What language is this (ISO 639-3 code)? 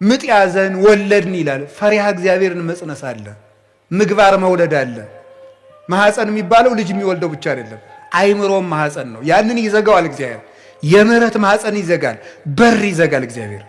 amh